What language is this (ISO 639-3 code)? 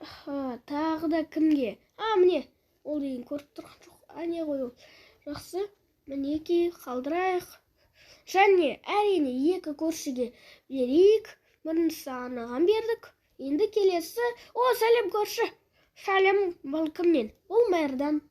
kaz